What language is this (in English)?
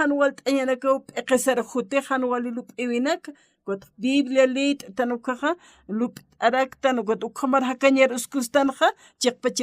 Aymara